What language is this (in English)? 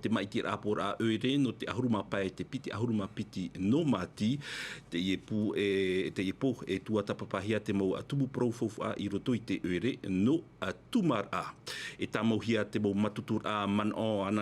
Tahitian